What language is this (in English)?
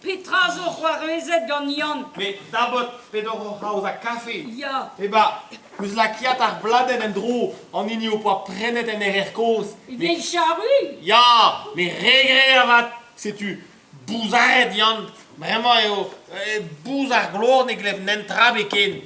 Breton